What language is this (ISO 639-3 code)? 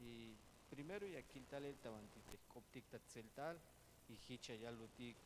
tzh